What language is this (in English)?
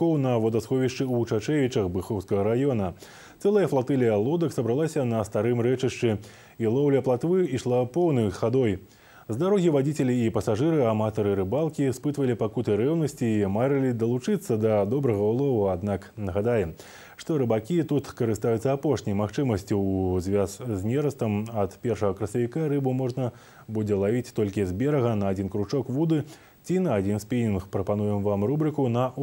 Belarusian